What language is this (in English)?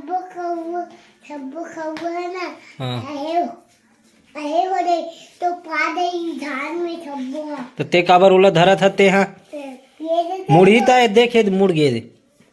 Chhattisgarhi